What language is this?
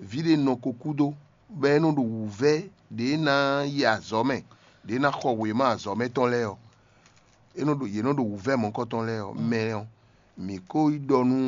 Fon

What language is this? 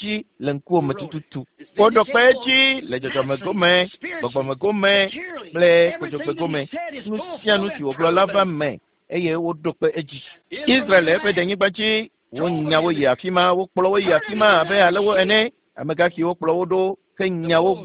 Ewe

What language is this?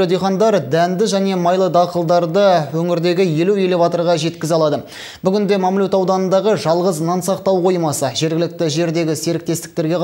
Kazakh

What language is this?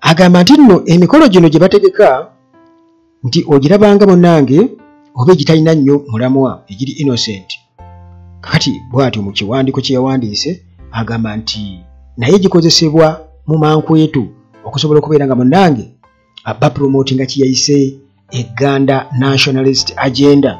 Ganda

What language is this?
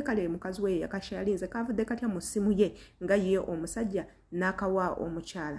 Ganda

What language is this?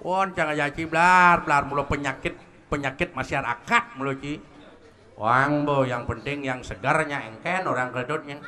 Balinese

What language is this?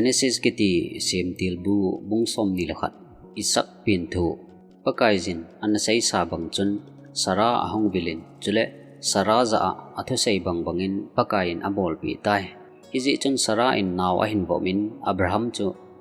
Thado Chin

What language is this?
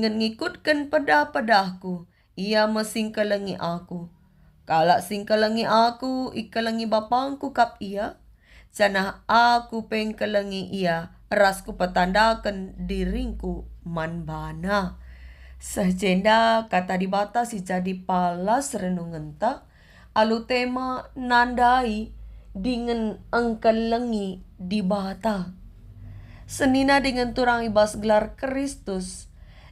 Batak Karo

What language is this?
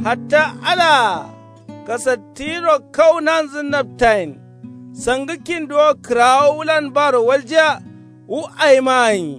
Kanuri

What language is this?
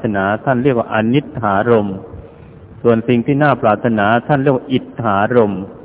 Thai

